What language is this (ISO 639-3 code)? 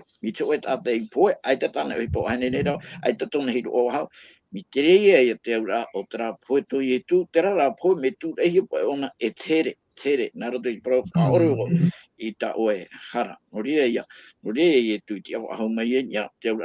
tah